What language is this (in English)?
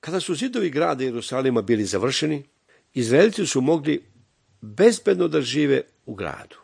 Serbian